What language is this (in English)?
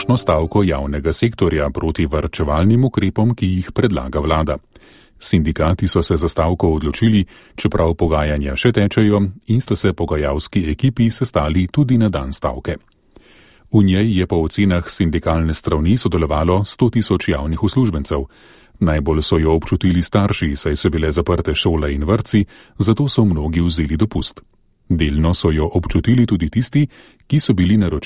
Slovenian